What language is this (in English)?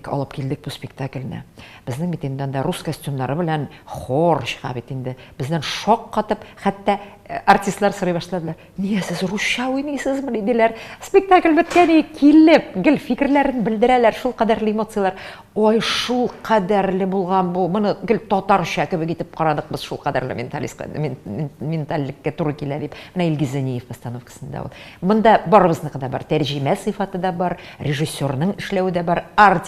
Tatar